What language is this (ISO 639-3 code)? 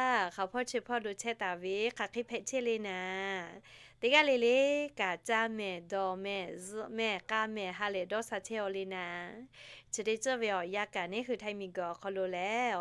lhu